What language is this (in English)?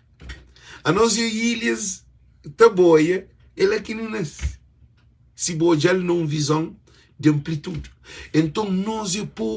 Kabuverdianu